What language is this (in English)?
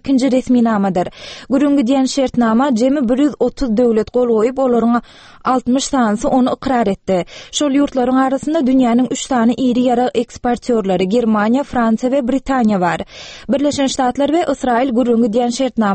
Turkmen